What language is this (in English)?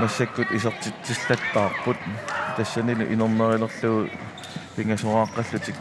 Kalaallisut